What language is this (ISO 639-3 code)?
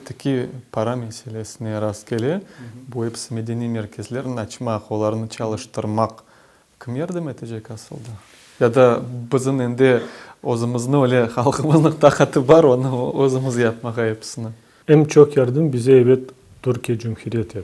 crh